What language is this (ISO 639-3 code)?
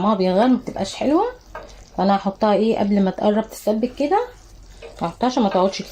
arz